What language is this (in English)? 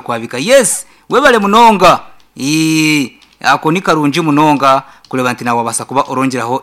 Nyankole